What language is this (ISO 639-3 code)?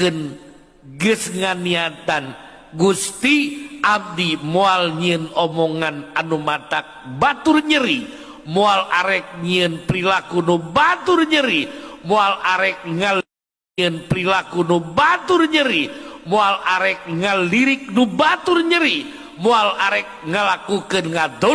sun